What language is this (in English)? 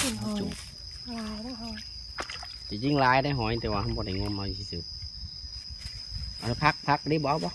Lao